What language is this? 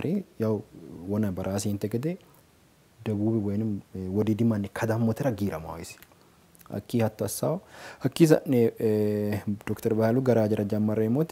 Sidamo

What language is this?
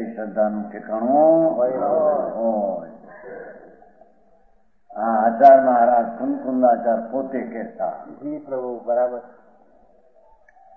Gujarati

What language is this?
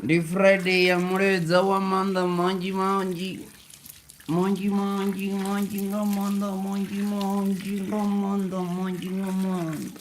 Venda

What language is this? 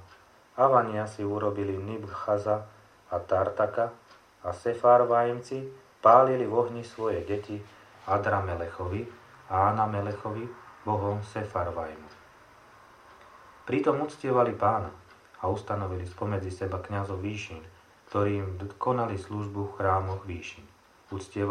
Slovak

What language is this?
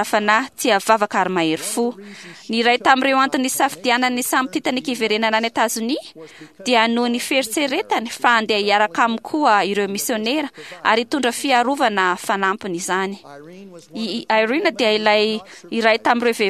Malagasy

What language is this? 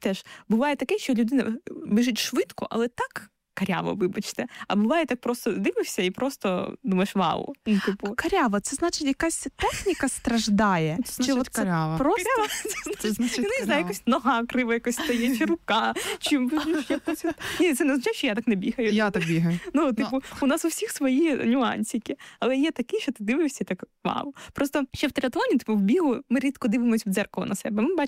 Ukrainian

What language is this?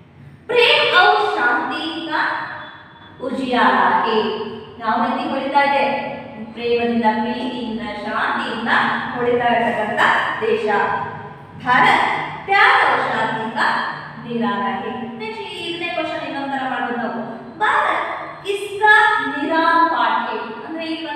Kannada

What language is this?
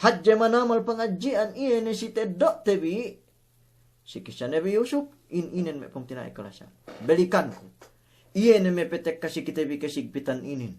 Yakan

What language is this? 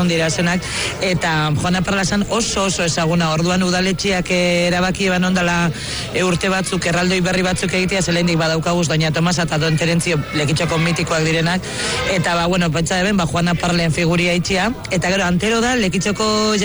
Basque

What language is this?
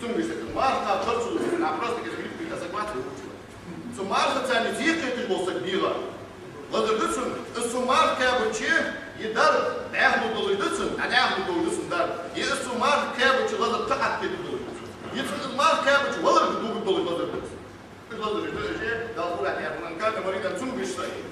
Ingush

